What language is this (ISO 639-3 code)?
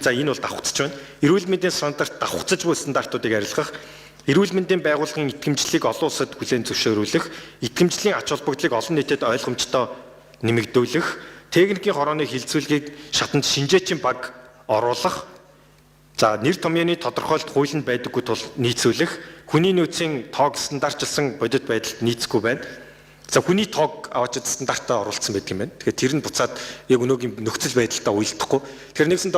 mon